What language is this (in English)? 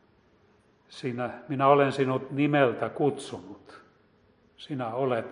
Finnish